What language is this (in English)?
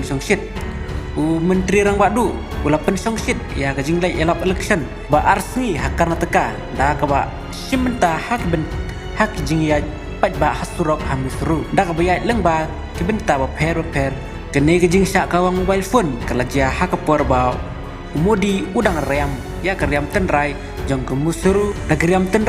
Khasi